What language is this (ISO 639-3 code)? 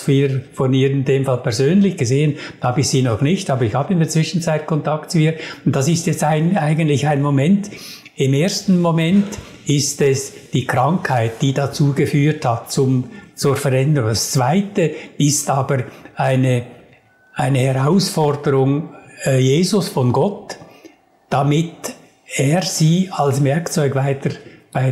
deu